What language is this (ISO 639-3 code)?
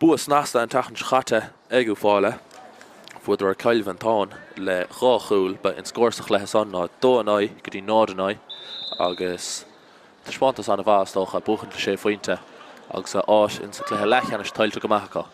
gle